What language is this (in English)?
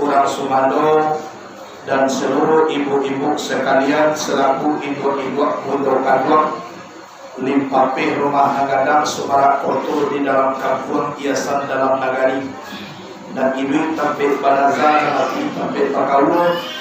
Minangkabau